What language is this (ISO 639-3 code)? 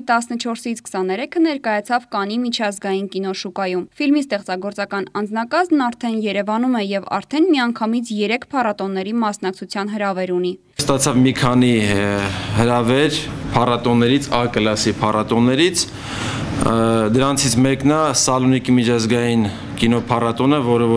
hye